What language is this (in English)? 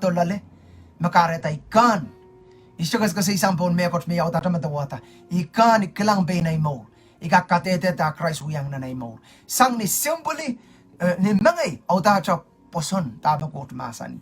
Pohnpeian